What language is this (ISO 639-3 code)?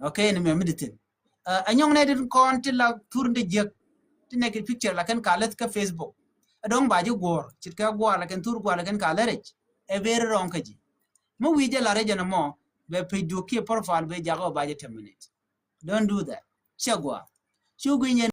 nus